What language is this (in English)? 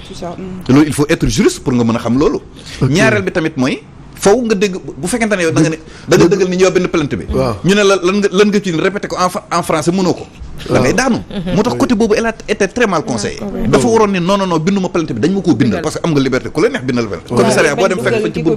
Wolof